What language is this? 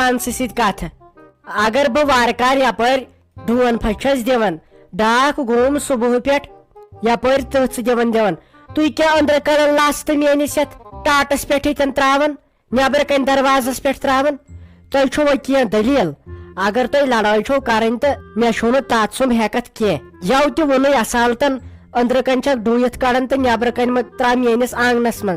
Kashmiri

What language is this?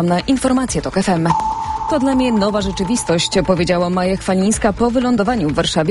Polish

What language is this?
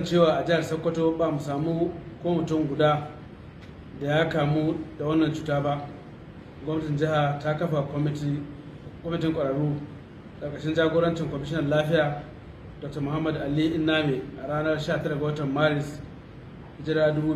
Hausa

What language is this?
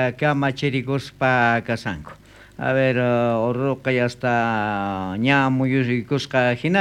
South Bolivian Quechua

